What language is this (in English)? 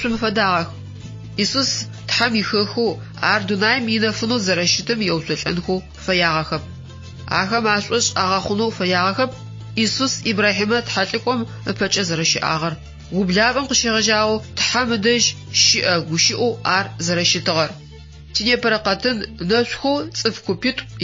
Adyghe